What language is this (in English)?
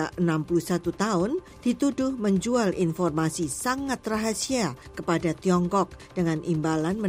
Indonesian